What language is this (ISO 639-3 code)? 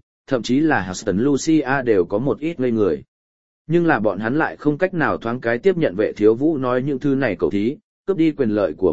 vie